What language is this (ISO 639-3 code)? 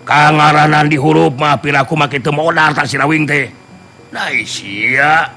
sun